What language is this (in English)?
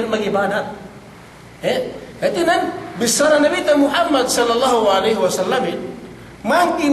Yakan